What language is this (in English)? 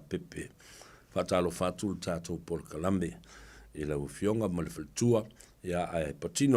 Samoan